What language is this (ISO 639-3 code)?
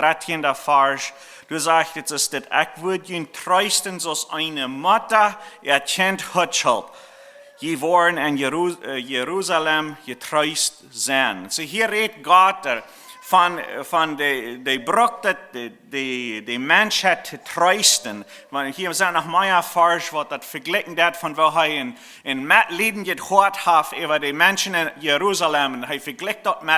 pdt